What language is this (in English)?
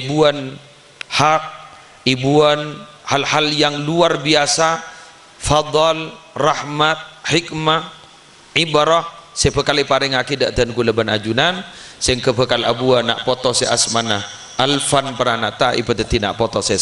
Madurese